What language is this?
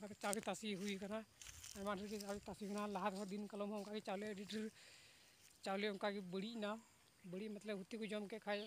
Santali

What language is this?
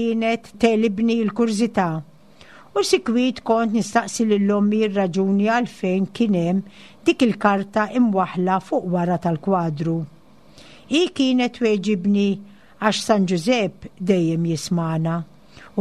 Maltese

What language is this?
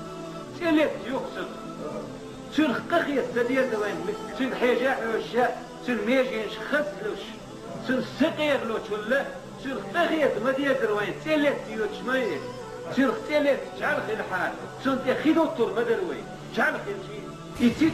Chechen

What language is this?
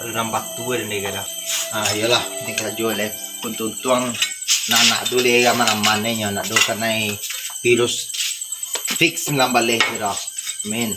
Minangkabau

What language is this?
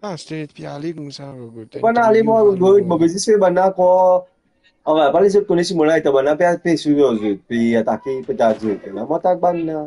Morisyen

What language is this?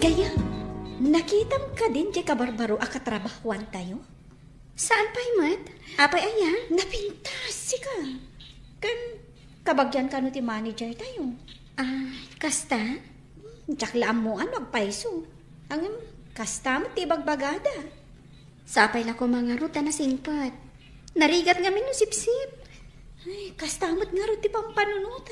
Iloko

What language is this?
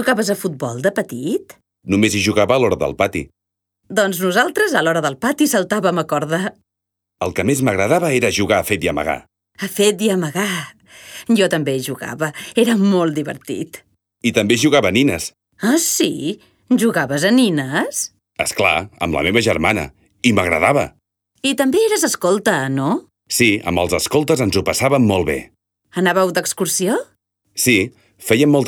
Catalan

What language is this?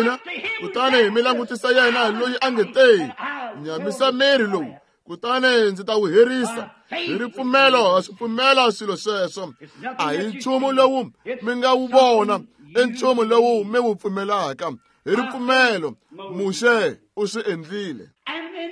Tsonga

